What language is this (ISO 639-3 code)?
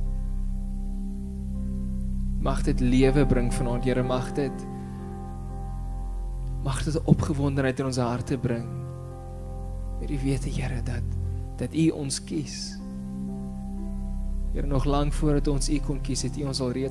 afr